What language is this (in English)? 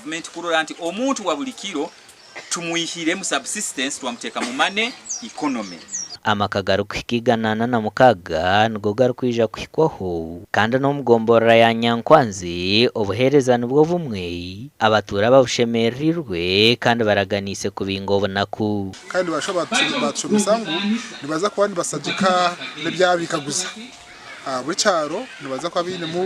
Nyankole